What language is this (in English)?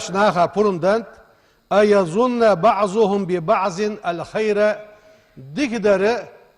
Ingush